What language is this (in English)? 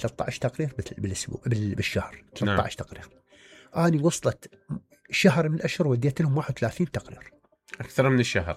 Mesopotamian Arabic